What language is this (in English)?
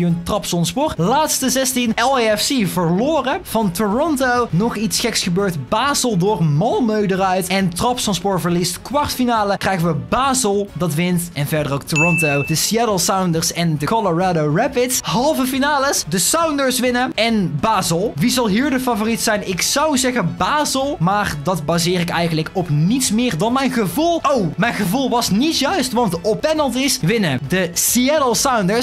Dutch